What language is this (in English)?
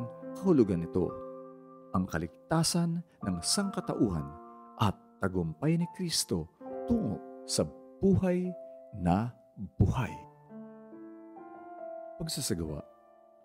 Filipino